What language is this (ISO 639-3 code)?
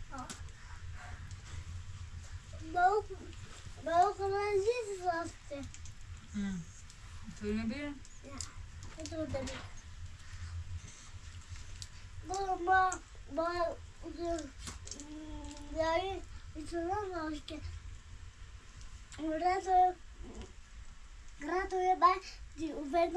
fas